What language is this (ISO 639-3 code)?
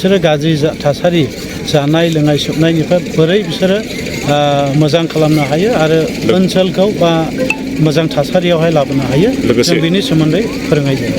brx